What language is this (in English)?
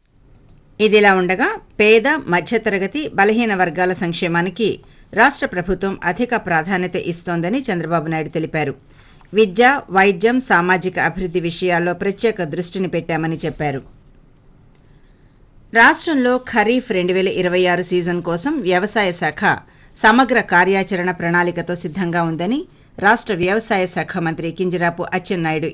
Telugu